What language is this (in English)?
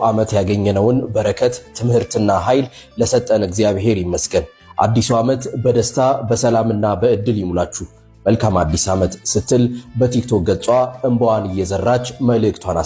Amharic